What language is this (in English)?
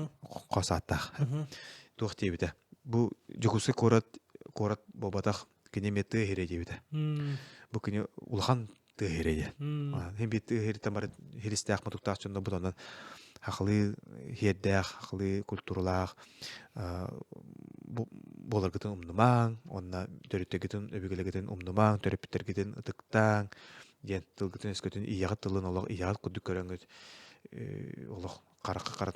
Yakut